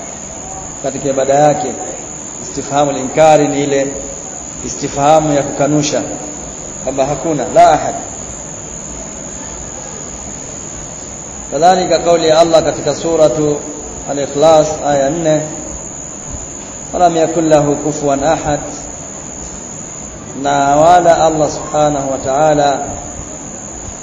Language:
Swahili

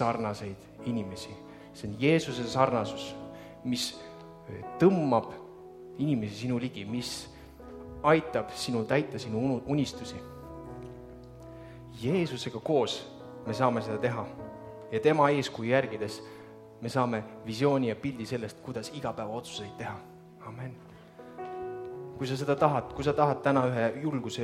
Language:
Estonian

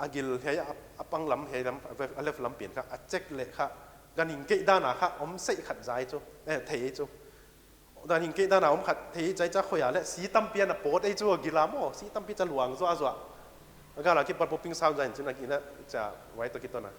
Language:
Paite Chin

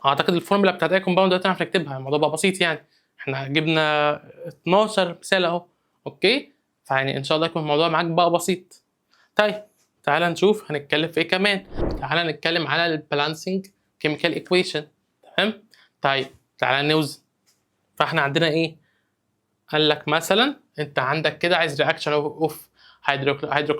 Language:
Egyptian Arabic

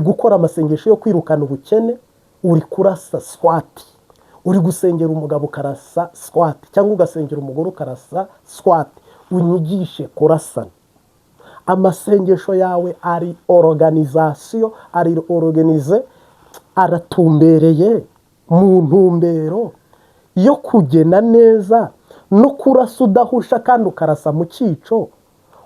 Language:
Kinyarwanda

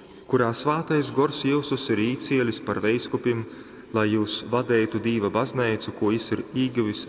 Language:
Latgalian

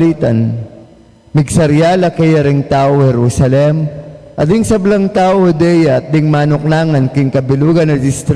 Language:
Pampanga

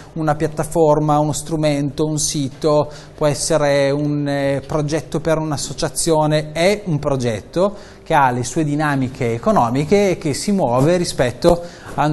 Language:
Italian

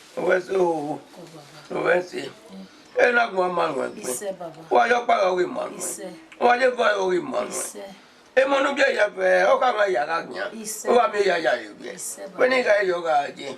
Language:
Bini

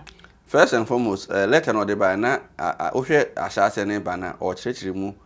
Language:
Akan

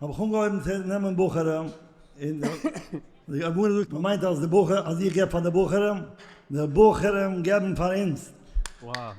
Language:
Yiddish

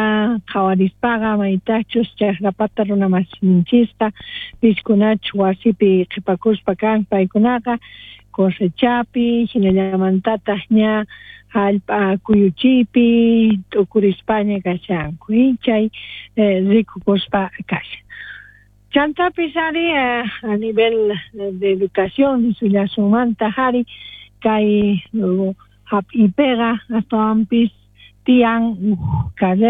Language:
South Bolivian Quechua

